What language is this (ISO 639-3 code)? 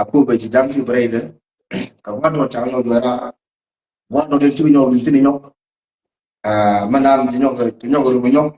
nus